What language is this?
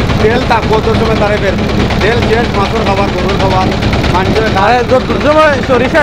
Sylheti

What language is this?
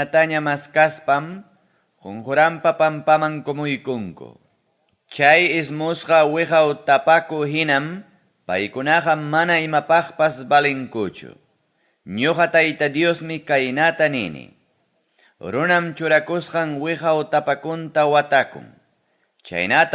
Ayacucho Quechua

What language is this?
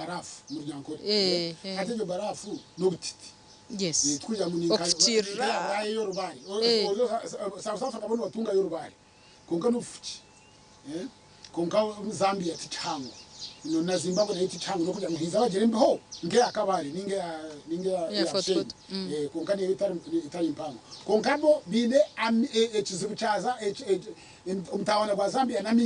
Nyankole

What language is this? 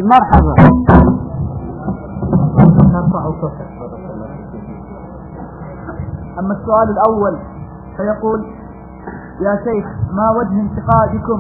Arabic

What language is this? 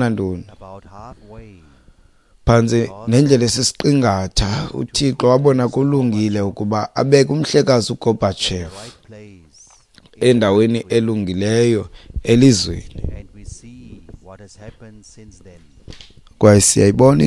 Xhosa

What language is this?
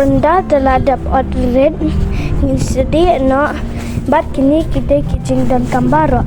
Khasi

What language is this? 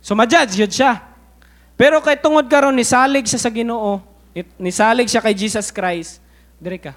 Cebuano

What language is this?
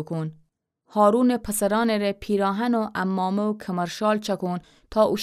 Gilaki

